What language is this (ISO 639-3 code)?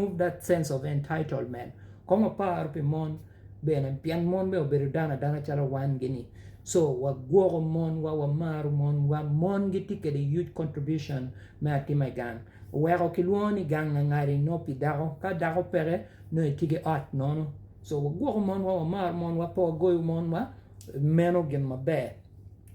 ach